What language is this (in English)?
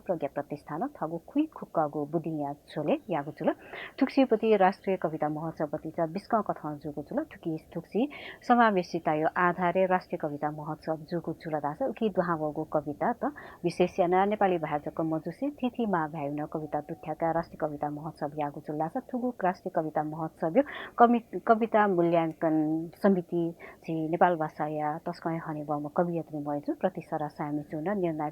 Newari